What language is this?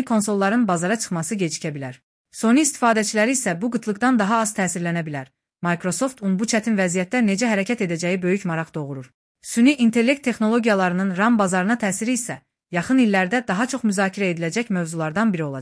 Azerbaijani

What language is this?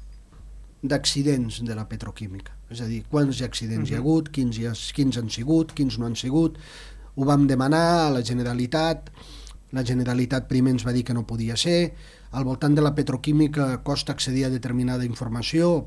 Catalan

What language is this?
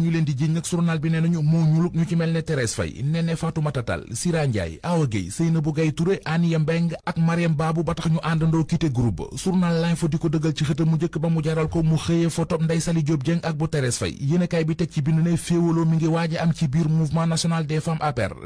Wolof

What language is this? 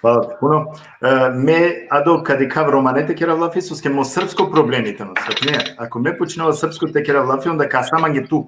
Balkan Romani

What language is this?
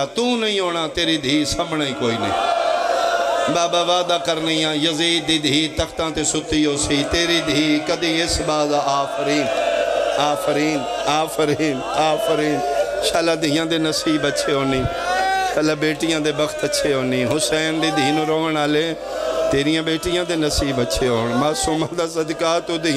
Pahari-Potwari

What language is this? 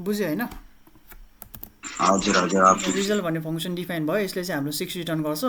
Nepali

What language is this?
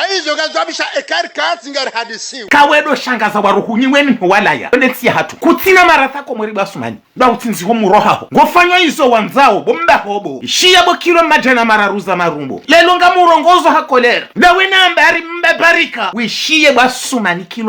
Ngazidja Comorian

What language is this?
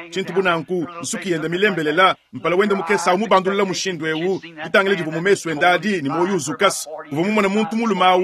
Luba-Lulua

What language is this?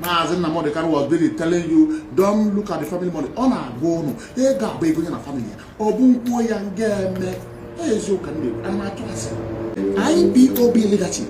Igbo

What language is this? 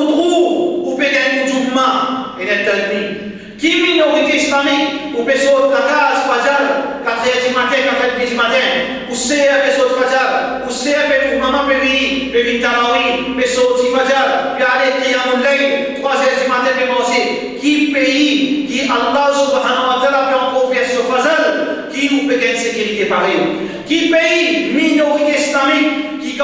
Morisyen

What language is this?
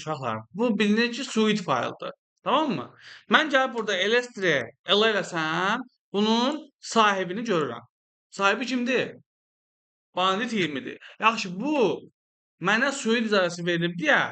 Azerbaijani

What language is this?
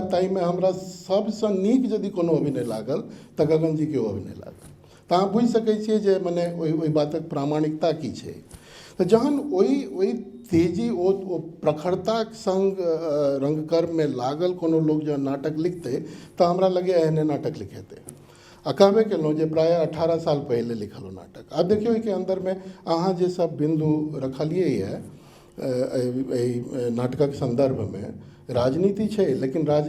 Maithili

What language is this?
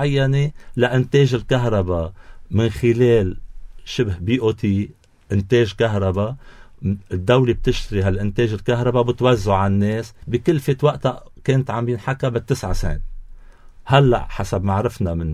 North Levantine Arabic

